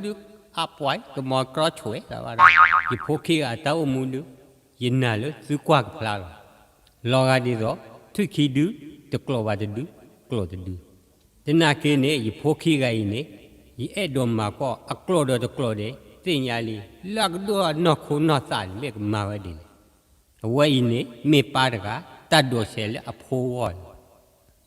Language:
S'gaw Karen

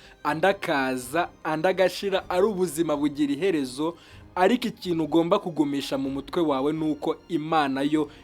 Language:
Kinyarwanda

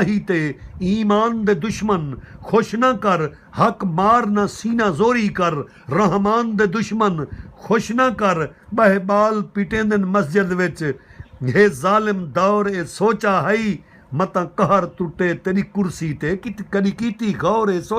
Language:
Saraiki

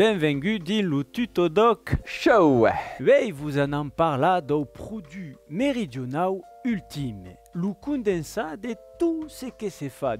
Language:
Occitan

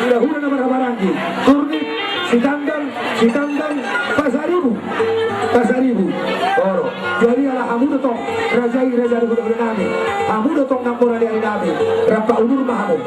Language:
Batak Toba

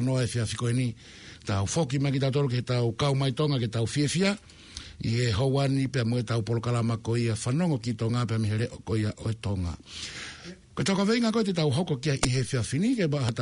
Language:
Tongan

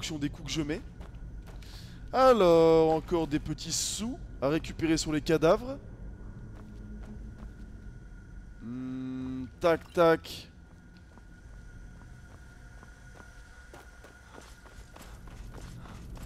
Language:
French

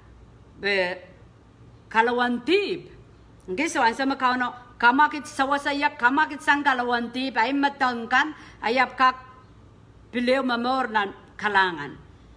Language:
Pohnpeian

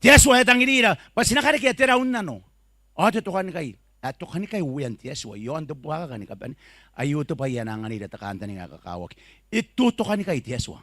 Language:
Gilbertese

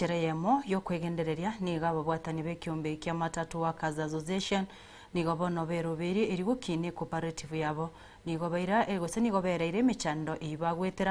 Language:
Gusii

